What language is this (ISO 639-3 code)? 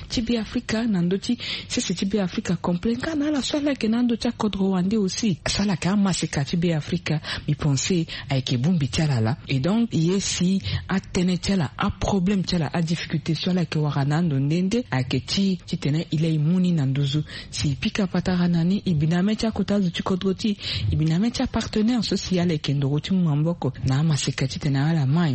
sag